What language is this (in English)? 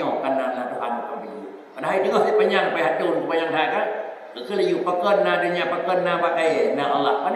Achinese